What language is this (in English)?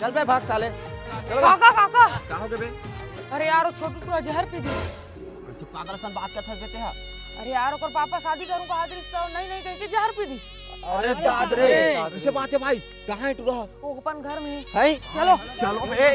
Chhattisgarhi